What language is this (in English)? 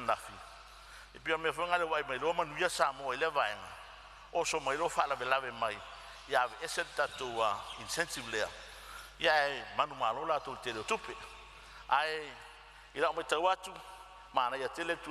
Samoan